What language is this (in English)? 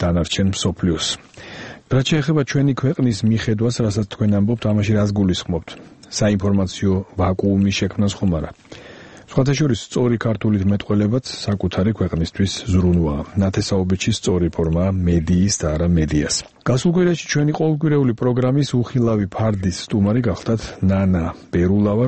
Georgian